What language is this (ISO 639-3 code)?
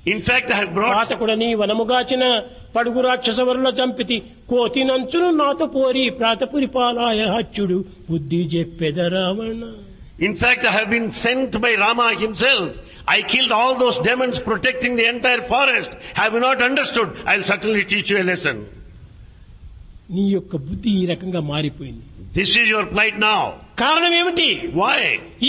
tel